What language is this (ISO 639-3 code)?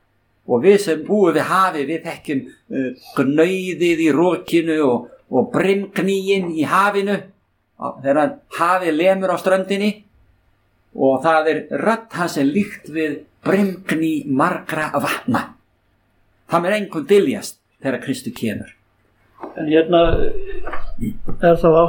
isl